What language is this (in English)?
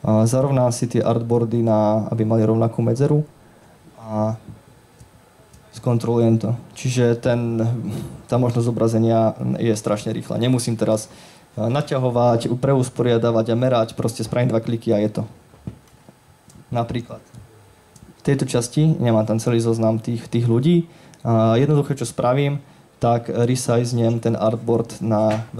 Slovak